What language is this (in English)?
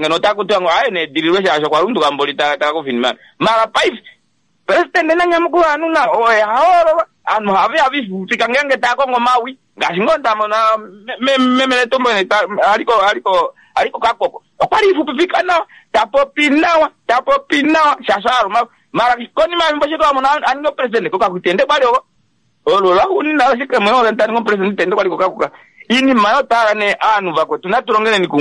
Kuanyama